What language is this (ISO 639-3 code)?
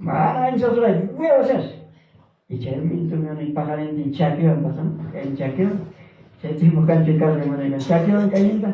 quy